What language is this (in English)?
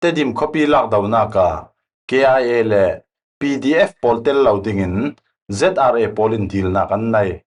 Falam Chin